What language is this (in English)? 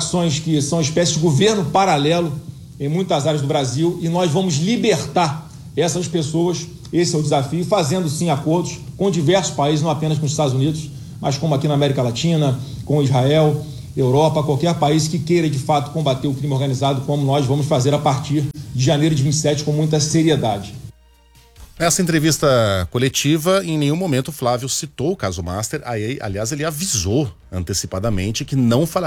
Portuguese